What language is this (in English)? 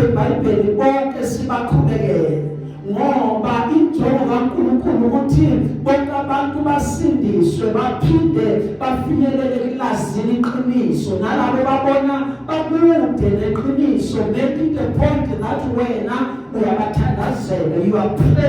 Zulu